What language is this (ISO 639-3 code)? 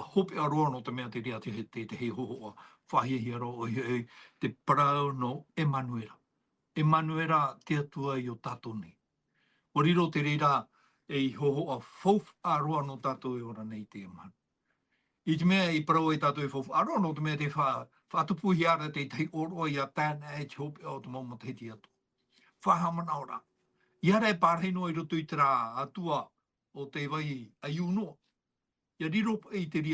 tah